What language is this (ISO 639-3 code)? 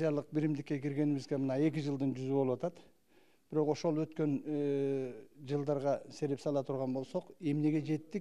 kir